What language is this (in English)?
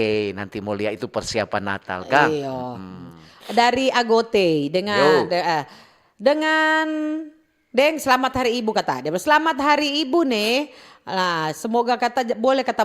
Manado Malay